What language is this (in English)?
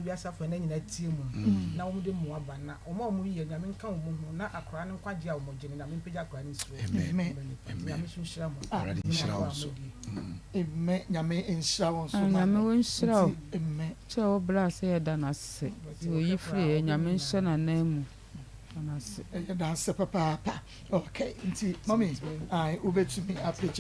Akan